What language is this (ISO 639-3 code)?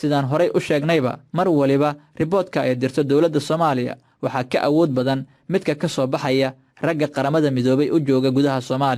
som